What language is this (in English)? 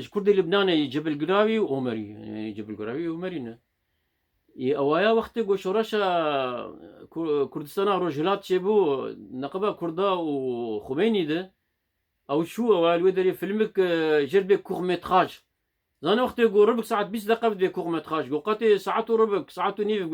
Kurdish